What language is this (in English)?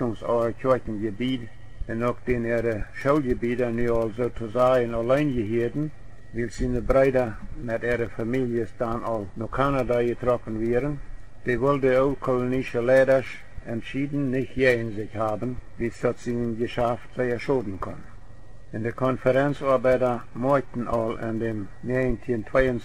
Plautdietsch